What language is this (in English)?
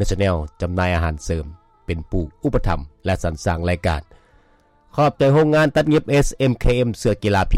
Lao